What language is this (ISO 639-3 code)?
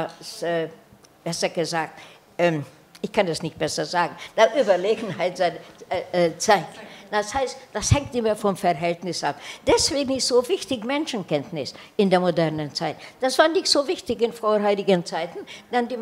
deu